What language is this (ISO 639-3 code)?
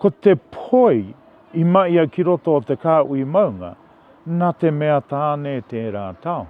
mri